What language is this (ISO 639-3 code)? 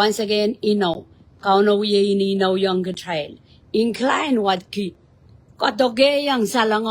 pon